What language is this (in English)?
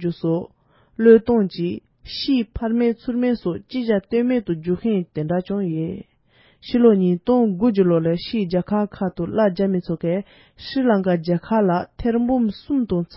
Tibetan